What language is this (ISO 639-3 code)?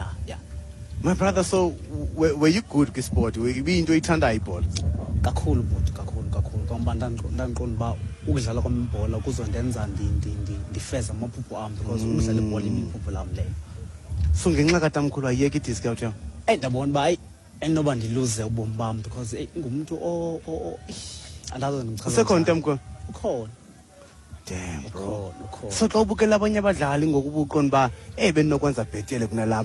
xho